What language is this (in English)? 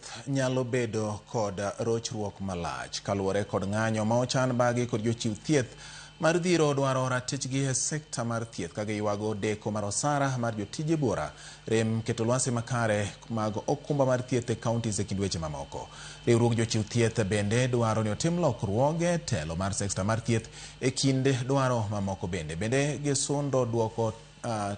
Luo (Kenya and Tanzania)